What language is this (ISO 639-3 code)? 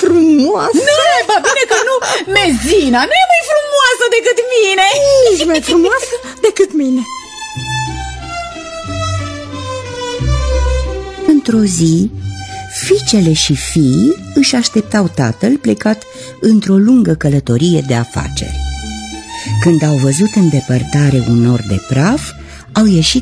ron